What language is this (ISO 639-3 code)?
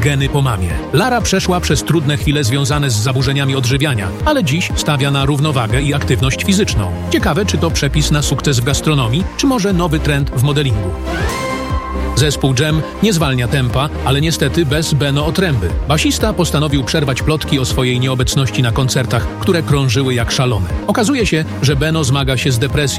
pol